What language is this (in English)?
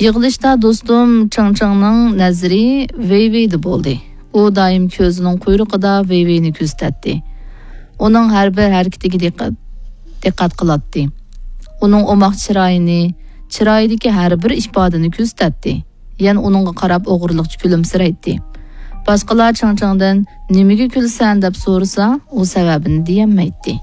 Uyghur